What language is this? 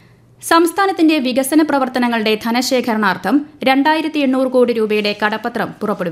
Malayalam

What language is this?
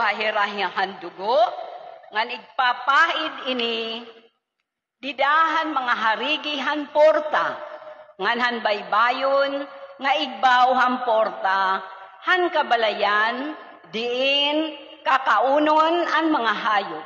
Waray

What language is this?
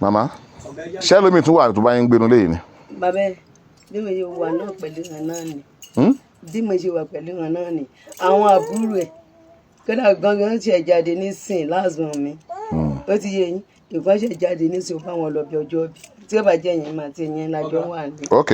Yoruba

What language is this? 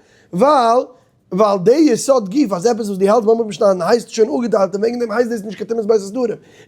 Yiddish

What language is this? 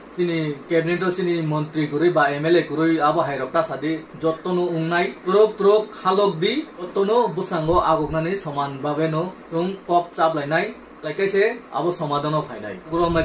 Kok Borok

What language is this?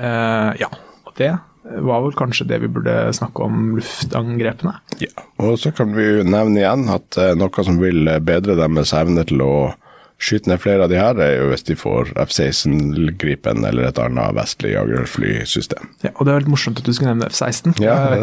Norwegian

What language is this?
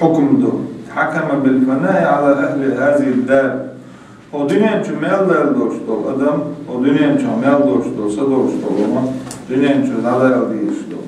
Chechen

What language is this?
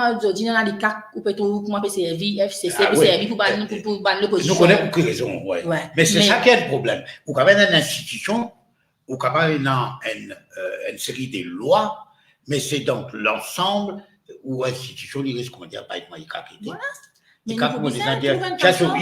Morisyen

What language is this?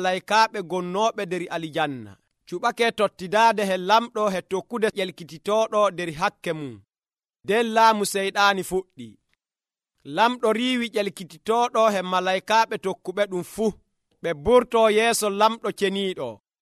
Nigerian Fulfulde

